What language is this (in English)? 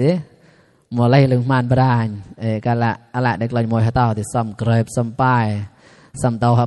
Mon